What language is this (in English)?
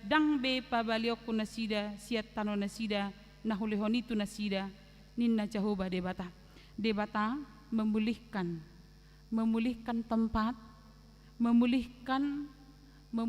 Batak Toba